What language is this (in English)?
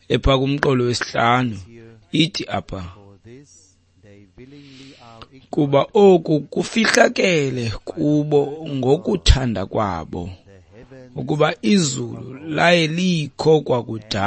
Xhosa